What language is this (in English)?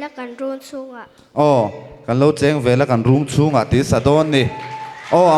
Mizo